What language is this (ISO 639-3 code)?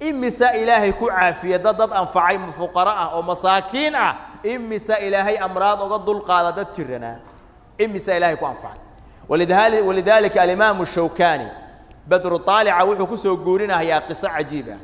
som